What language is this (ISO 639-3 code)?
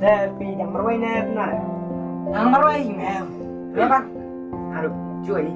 kha